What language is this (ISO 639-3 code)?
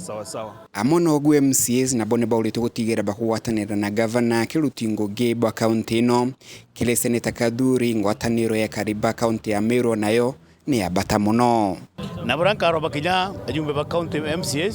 mer